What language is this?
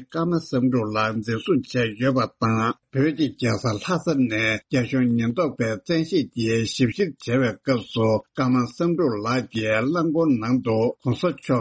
Tibetan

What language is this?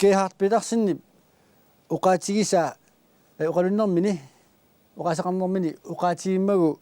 Kalaallisut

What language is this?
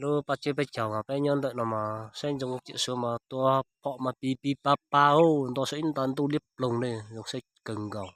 Hmong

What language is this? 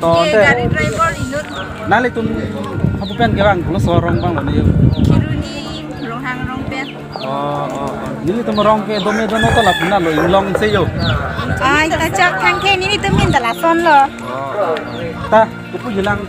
Karbi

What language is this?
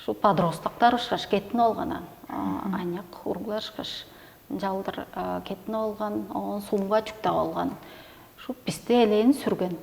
Tuvinian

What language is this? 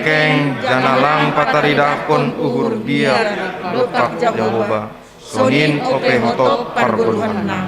Batak Simalungun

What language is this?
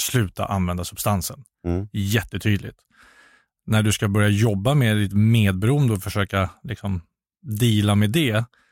Swedish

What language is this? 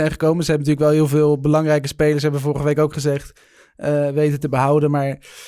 Dutch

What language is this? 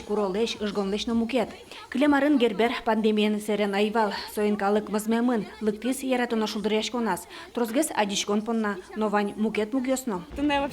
Udmurt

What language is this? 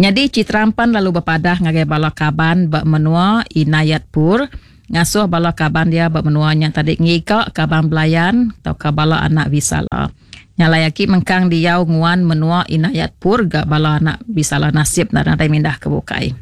Iban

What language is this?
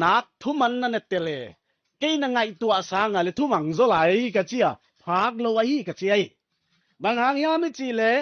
Paite Chin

